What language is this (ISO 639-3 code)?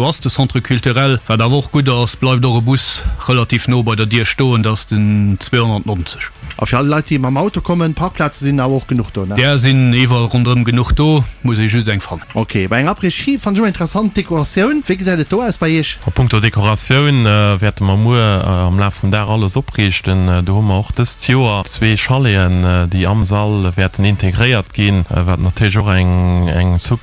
ltz